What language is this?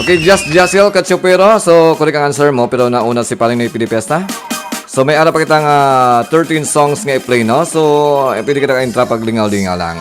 Hiligaynon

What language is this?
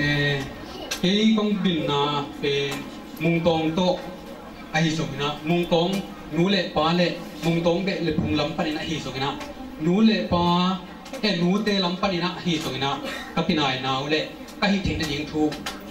Tedim Chin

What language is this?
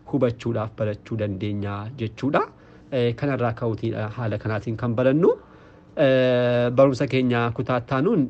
Oromo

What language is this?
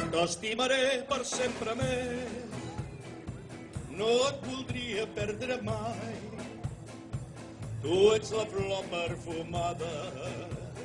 Catalan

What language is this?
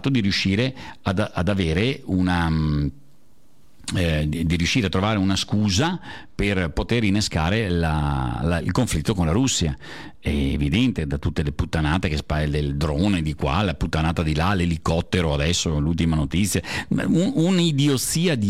Italian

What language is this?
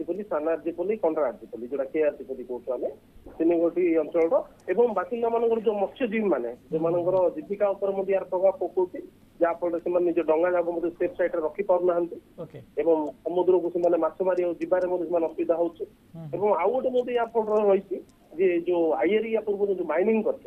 Odia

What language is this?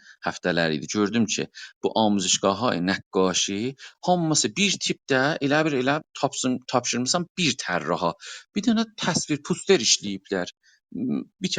South Azerbaijani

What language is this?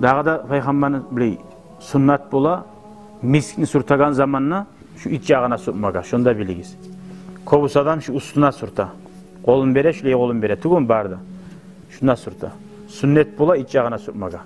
Kumyk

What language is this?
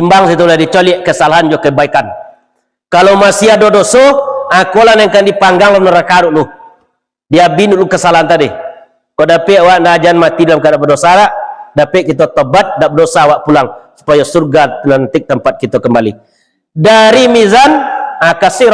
Minangkabau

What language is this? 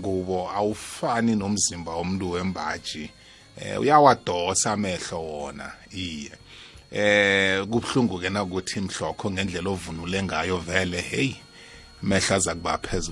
South Ndebele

